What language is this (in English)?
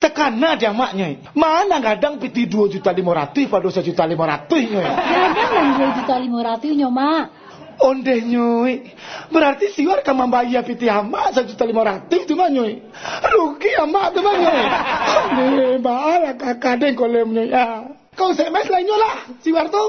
Minangkabau